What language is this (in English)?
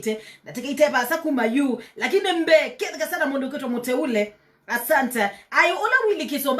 Kamba